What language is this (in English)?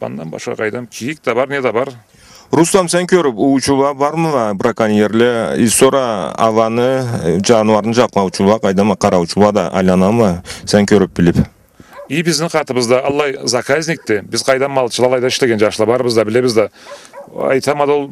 Karachay-Balkar